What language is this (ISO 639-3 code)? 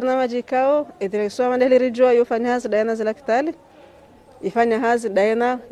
zdj